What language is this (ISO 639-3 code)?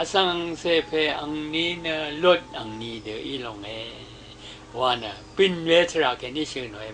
raw